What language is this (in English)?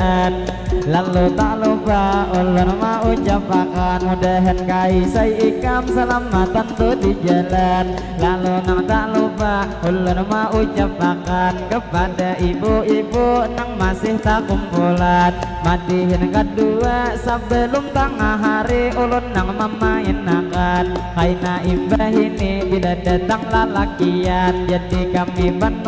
Banjar